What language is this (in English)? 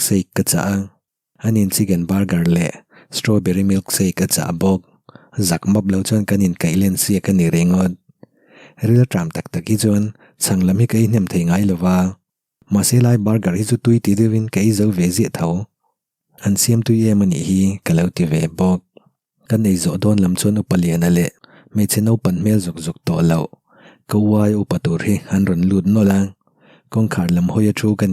Mizo